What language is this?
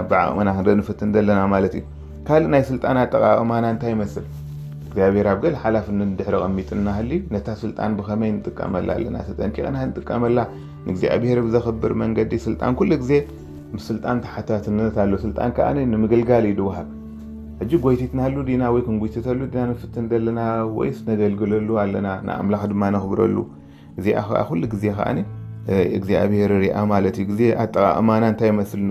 Tigrinya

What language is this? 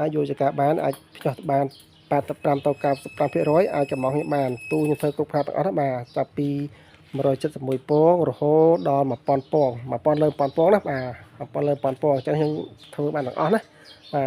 Khmer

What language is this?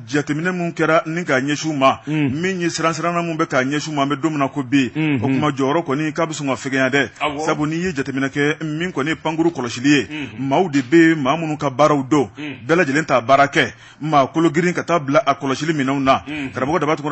Bambara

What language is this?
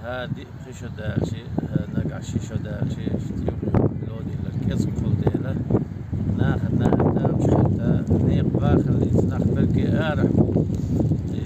Chechen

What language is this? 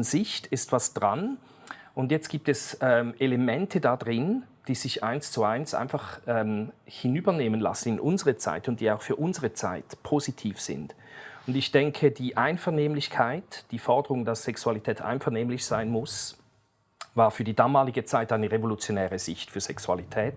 Swiss German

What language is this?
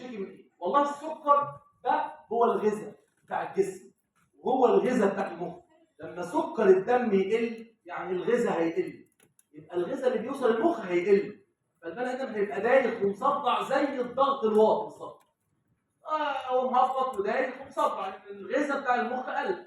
Egyptian Arabic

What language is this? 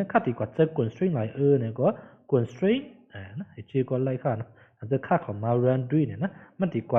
Shan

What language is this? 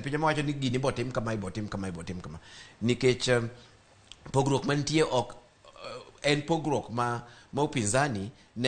Luo (Kenya and Tanzania)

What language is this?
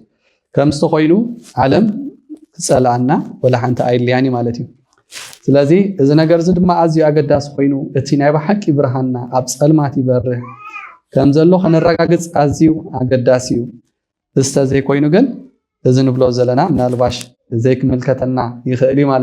Tigrinya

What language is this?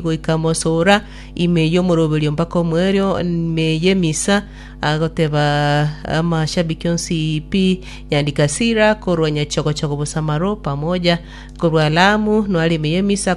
Gusii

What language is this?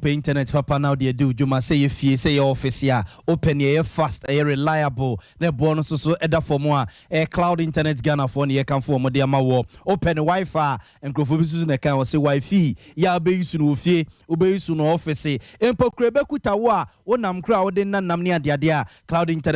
Akan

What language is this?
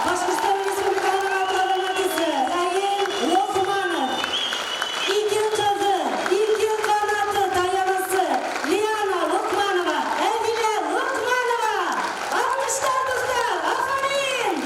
Bashkir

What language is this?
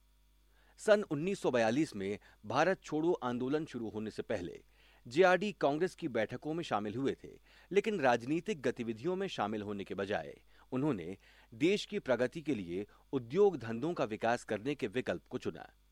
Hindi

